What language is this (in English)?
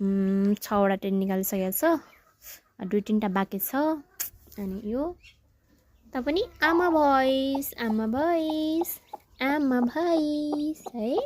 Nepali